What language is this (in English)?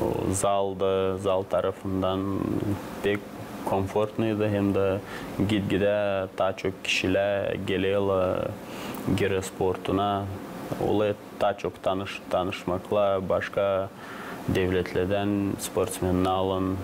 Gagauz